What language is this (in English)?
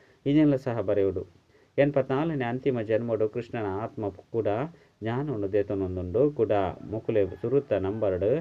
Tulu